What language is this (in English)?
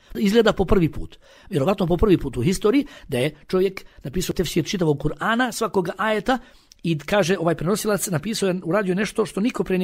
Bosnian